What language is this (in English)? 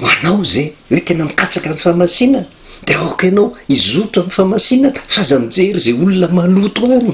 Malagasy